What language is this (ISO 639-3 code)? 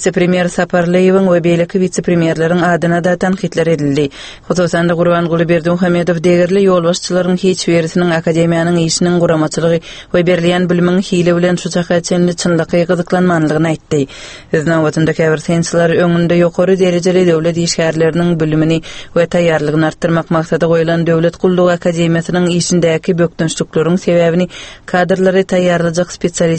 tuk